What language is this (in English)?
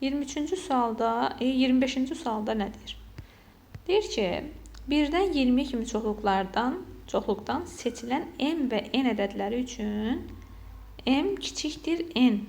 Azerbaijani